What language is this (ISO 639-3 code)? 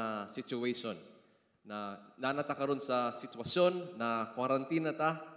ceb